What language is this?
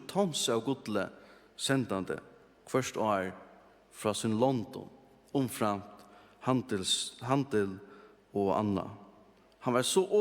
Faroese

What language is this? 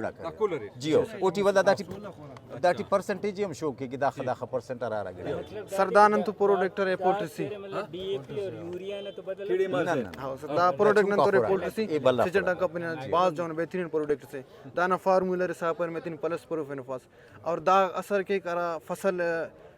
Brahui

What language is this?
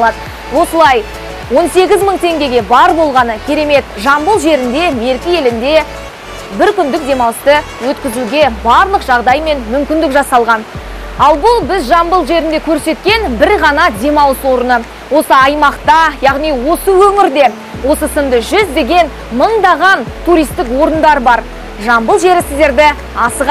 Kazakh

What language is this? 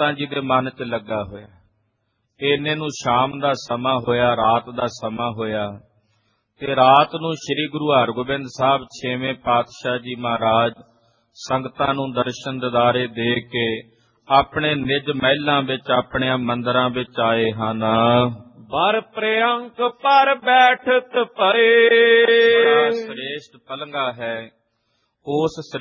Punjabi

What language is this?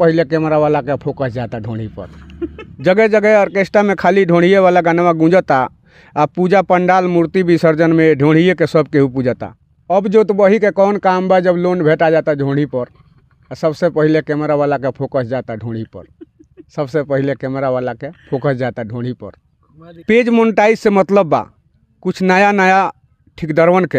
Bhojpuri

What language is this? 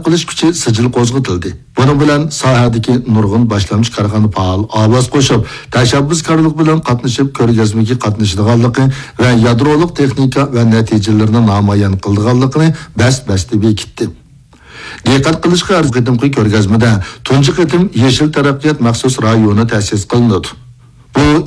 Uyghur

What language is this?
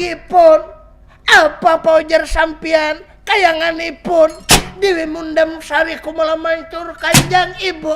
Banjar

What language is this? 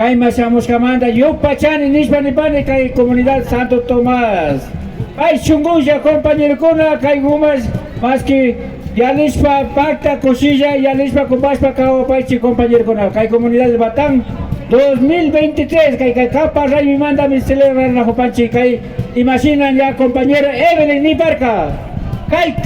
Imbabura Highland Quichua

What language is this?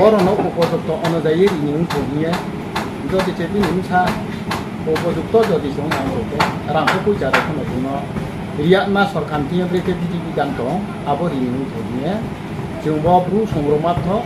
Riang (India)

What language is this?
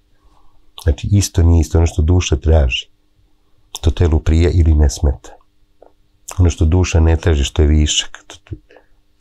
Serbian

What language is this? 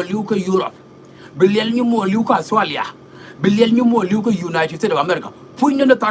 Nuer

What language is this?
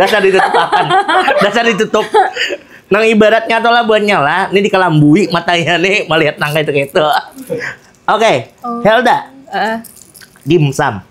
Banjar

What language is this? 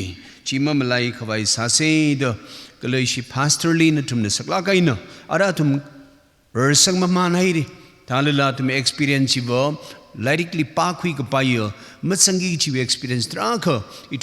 Tangkhul Naga (India)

